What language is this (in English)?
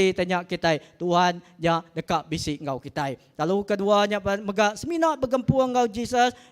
Iban